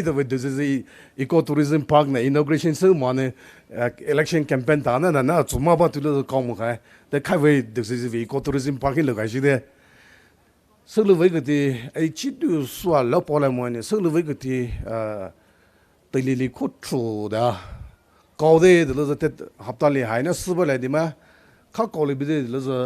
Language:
Poumei Naga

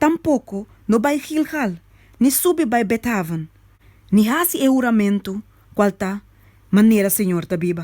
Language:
Papiamento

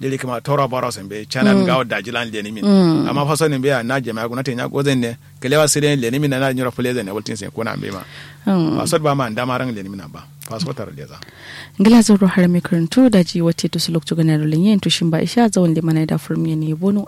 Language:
Kanuri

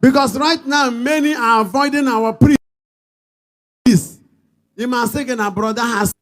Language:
Igbo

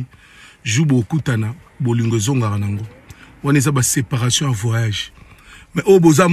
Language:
Lingala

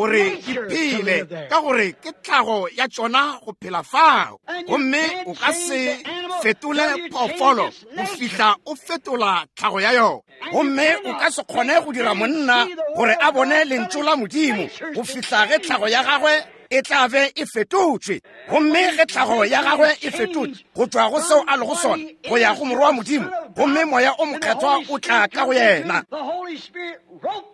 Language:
Northern Sotho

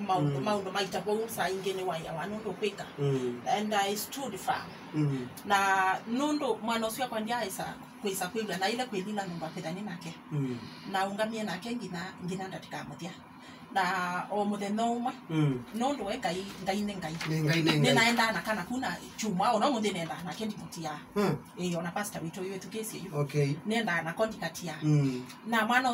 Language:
Kamba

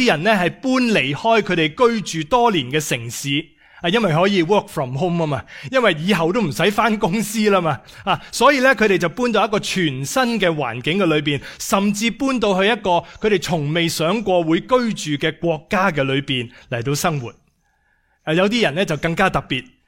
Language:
Cantonese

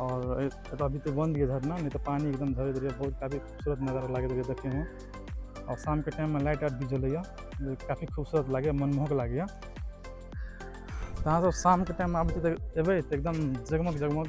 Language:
Maithili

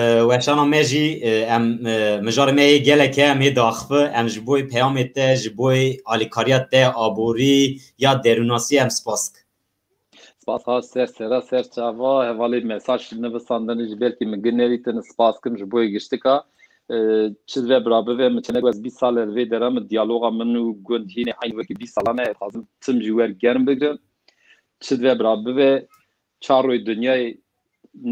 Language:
Kurdish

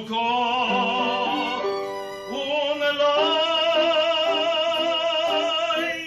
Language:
Yiddish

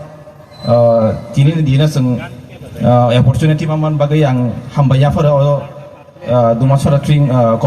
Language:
Riang (India)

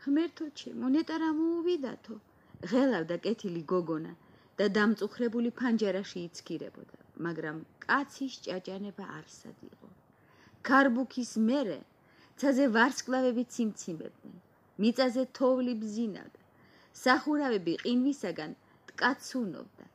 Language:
Georgian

